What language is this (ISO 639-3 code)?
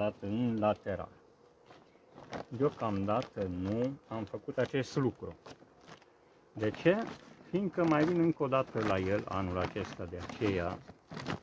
ron